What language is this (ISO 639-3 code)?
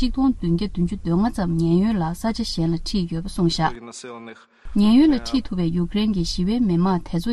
bod